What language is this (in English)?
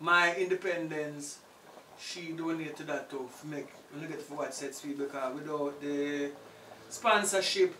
Jamaican Creole English